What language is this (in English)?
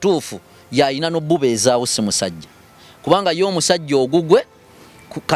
Ganda